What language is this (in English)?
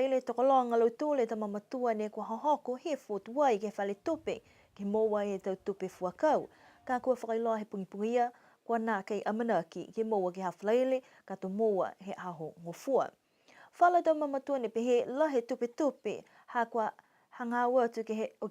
Niuean